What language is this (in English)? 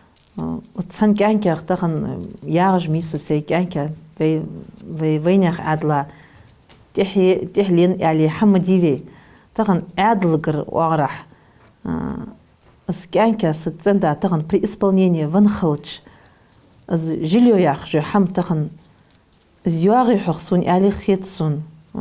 Ingush